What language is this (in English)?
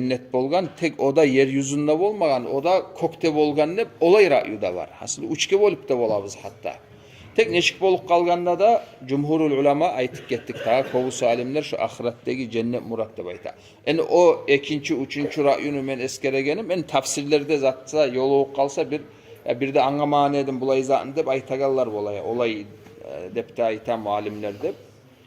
Kumyk